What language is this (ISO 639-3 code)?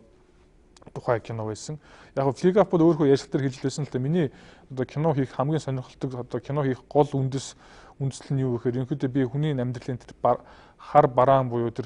mon